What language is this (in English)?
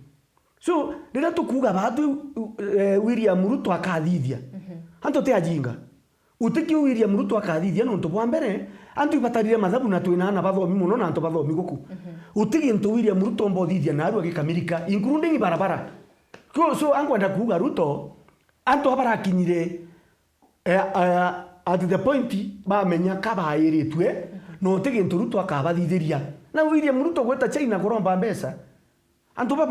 Meru